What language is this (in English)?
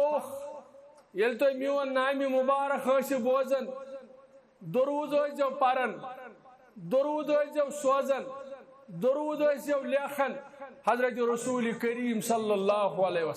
Kashmiri